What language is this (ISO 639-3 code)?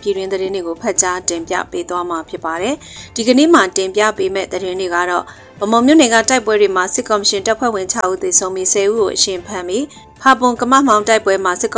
mya